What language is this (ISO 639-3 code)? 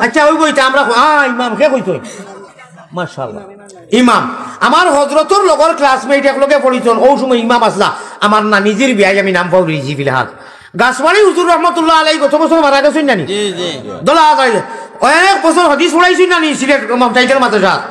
syl